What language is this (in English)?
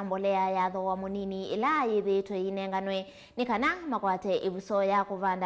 Kamba